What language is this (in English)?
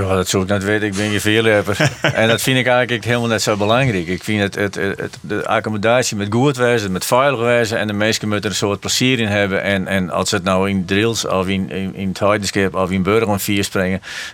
Western Frisian